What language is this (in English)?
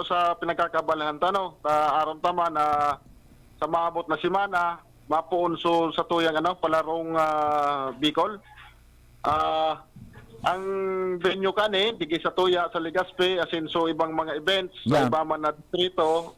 Bikol